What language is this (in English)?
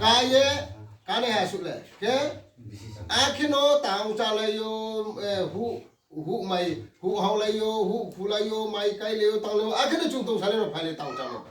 Riang (India)